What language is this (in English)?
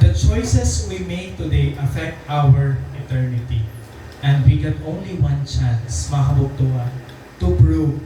Waray